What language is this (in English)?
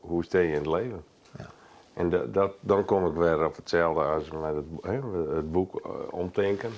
Western Frisian